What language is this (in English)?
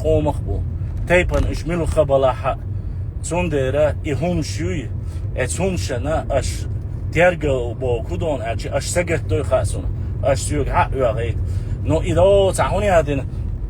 Chechen